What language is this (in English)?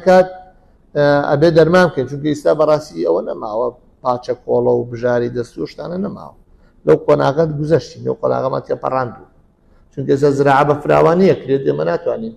Central Kurdish